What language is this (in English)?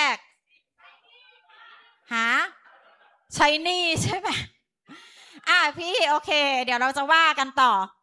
Thai